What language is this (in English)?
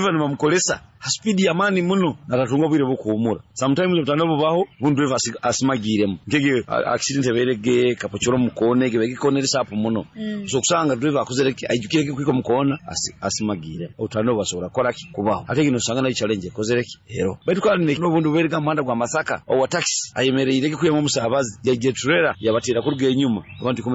Nyoro